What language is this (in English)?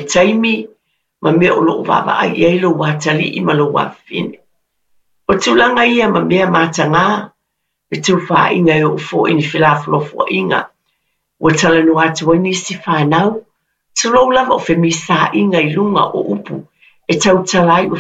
Samoan